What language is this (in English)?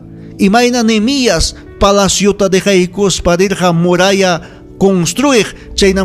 Ayacucho Quechua